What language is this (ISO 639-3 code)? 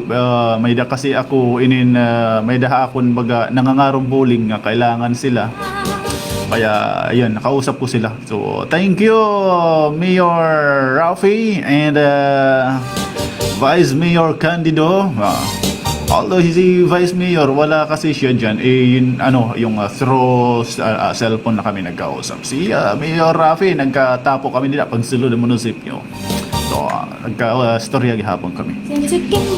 war